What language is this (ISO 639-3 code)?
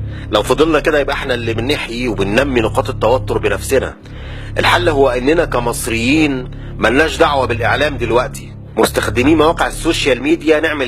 arz